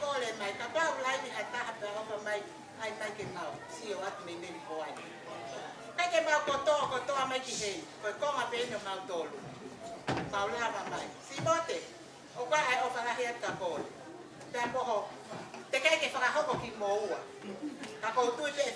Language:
Tongan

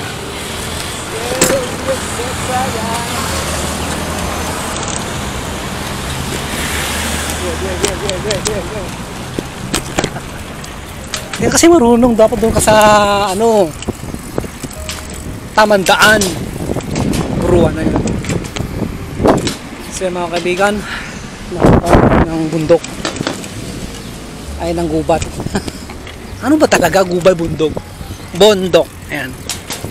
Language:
Filipino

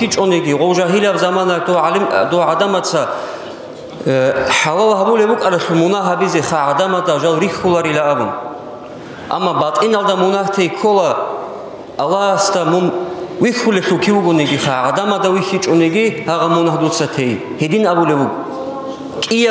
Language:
Avaric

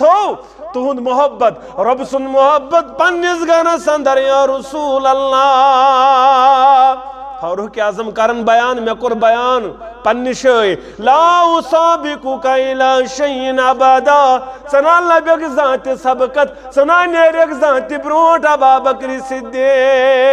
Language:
Kashmiri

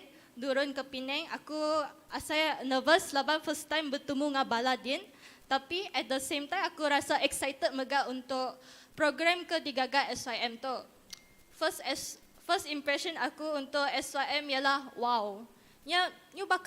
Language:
Iban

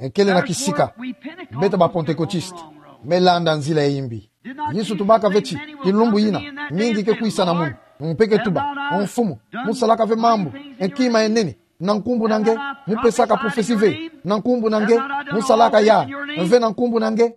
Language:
Kituba (Democratic Republic of Congo)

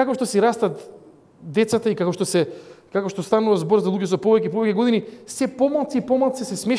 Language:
Macedonian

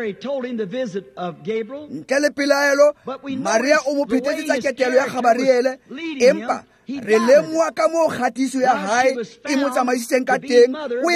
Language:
Tswana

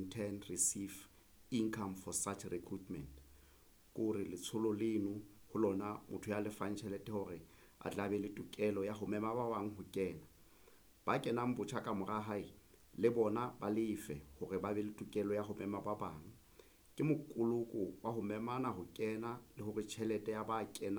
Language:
Southern Sotho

